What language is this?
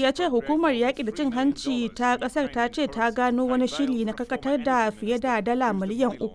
Hausa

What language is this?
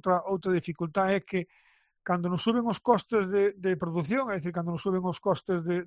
Galician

